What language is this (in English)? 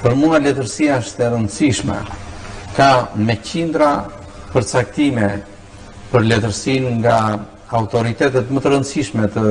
Albanian